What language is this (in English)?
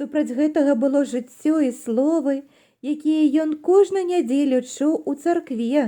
Belarusian